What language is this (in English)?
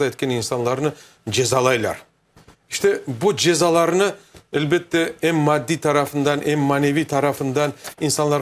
Crimean Tatar